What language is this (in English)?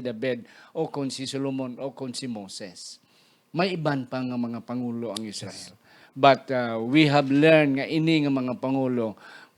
Hiligaynon